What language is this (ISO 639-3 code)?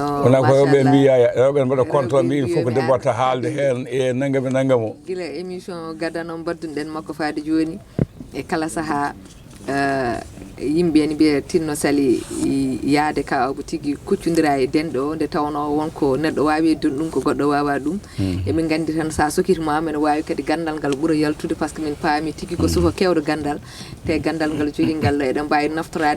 ful